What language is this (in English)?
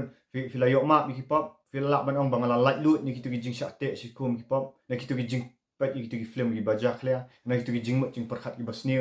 Khasi